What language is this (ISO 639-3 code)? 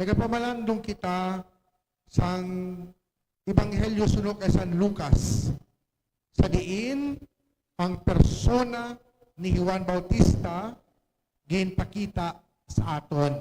hil